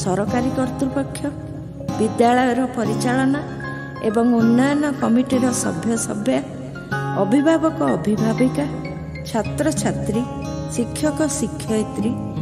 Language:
Odia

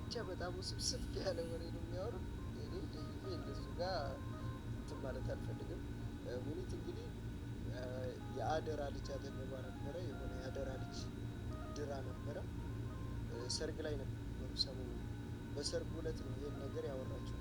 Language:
Amharic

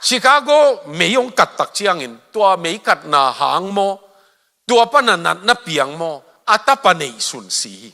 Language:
Tedim Chin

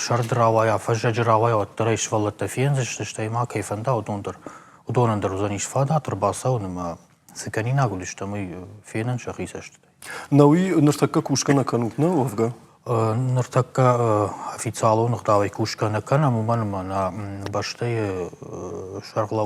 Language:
Ossetic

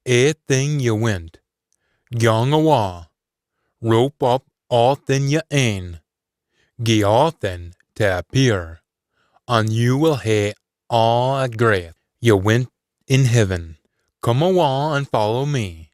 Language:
Scots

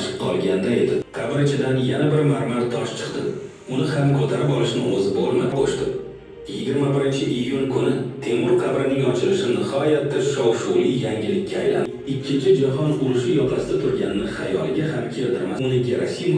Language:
Uzbek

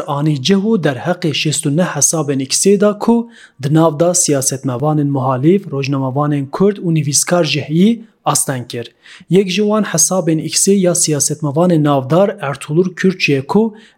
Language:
Kurdish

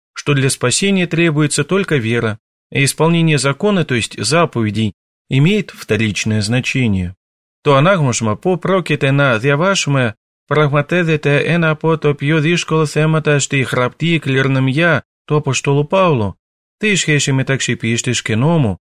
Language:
Greek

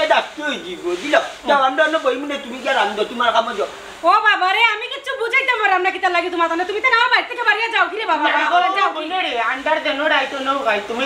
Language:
Sylheti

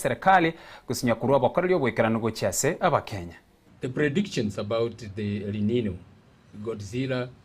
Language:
Gusii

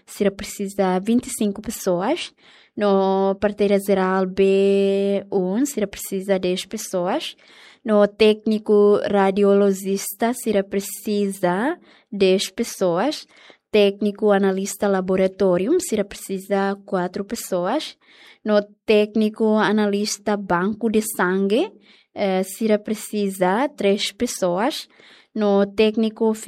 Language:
Tetum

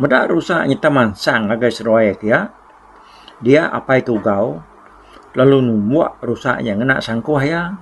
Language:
Iban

